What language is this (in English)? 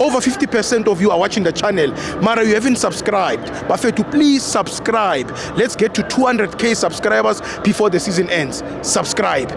Zulu